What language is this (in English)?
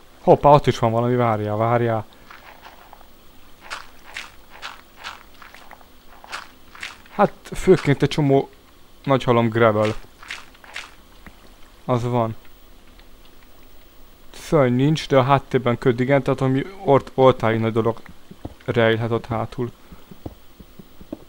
Hungarian